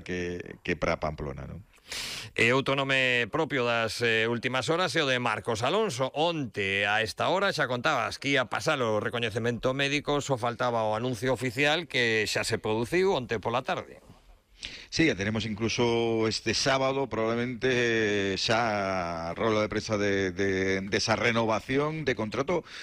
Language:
Galician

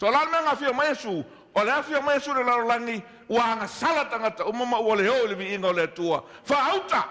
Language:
Samoan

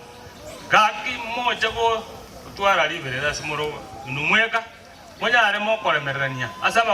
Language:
Gusii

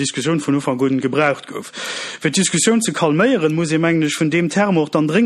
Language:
Luxembourgish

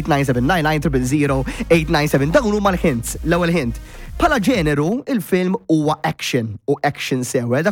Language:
Maltese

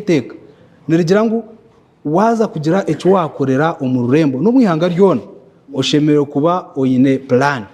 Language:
Nyankole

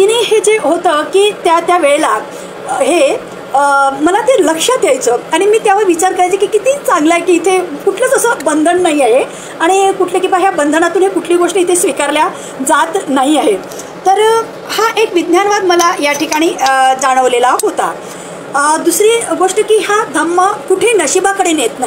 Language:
Marathi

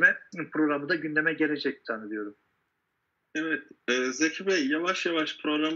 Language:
Turkish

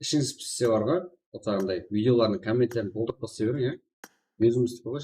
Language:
Kara-Kalpak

